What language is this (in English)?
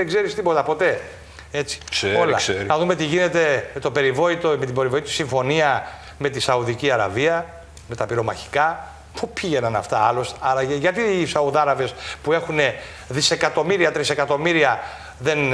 Greek